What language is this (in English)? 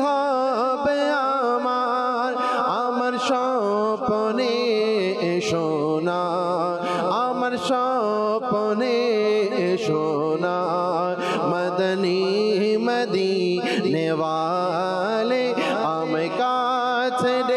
Bangla